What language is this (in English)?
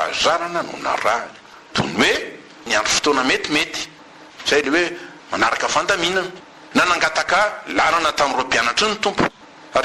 Malagasy